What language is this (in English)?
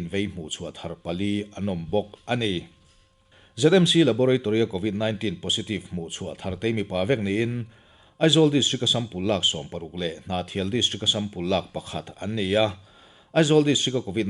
Mizo